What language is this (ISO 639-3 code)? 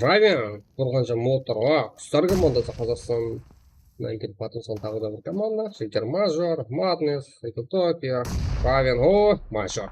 kaa